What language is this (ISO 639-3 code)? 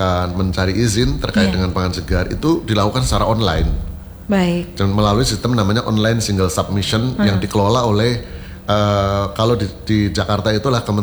ind